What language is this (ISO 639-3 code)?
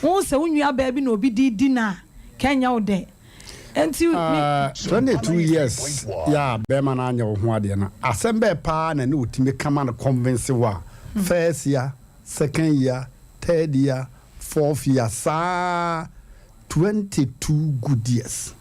aka